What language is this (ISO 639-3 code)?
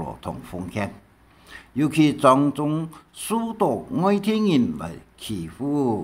hak